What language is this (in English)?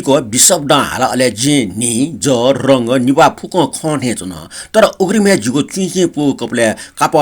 Newari